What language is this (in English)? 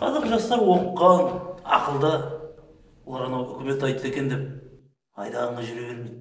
Kazakh